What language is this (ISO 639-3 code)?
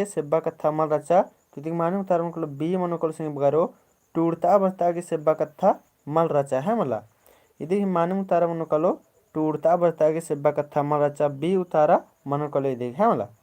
kru